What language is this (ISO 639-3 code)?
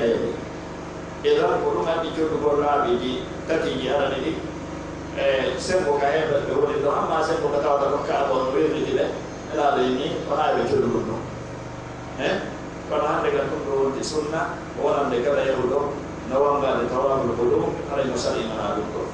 fuf